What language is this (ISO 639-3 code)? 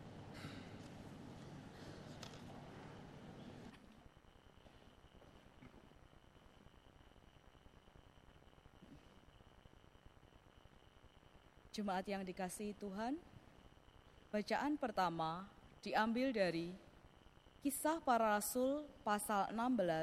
ind